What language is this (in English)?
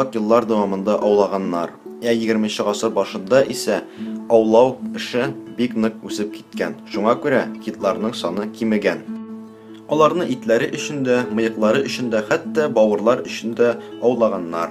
Tatar